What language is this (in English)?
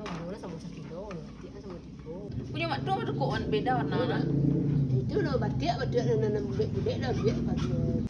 Minangkabau